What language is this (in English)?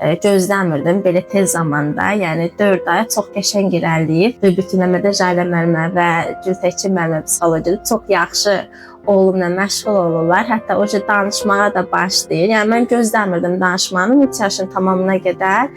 Azerbaijani